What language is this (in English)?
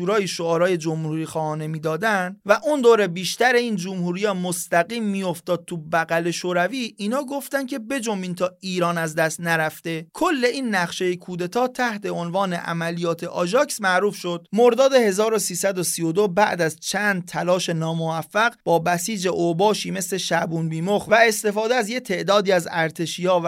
Persian